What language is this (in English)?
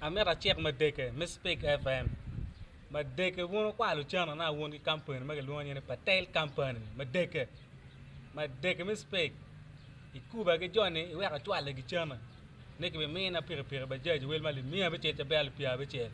Acoli